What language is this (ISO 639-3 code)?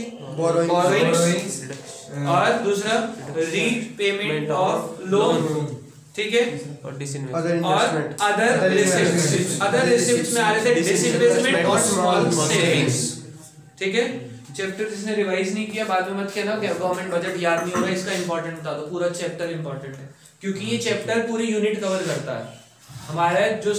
hin